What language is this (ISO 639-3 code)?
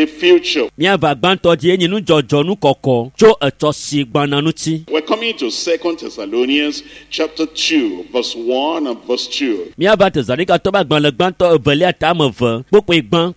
ewe